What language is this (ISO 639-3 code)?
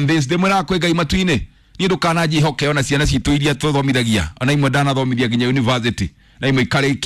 kik